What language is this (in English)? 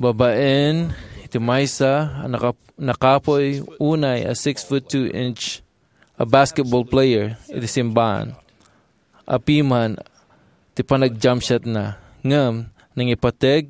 Iloko